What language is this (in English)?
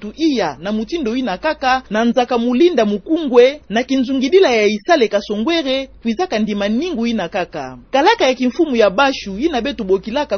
Kituba (Democratic Republic of Congo)